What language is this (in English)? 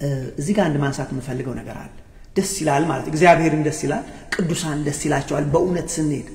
Amharic